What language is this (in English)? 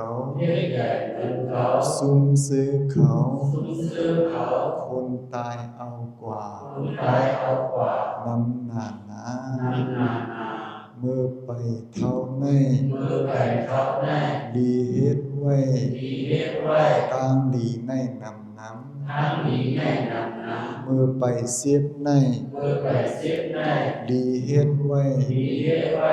Shan